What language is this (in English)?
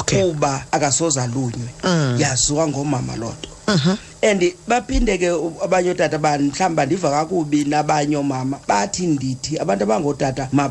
Xhosa